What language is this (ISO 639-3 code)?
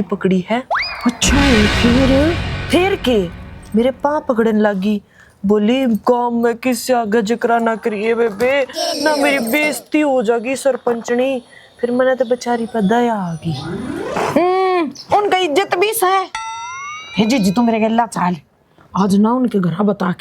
bgc